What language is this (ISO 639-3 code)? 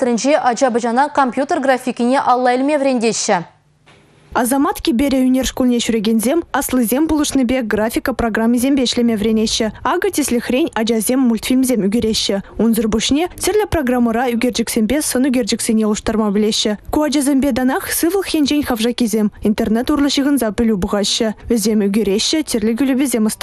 chv